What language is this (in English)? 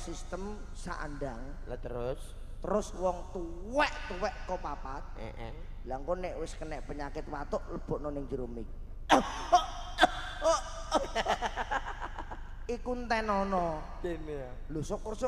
Javanese